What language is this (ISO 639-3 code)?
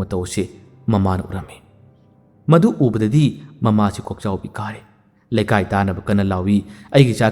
mni